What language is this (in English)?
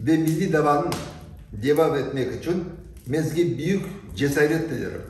Crimean Tatar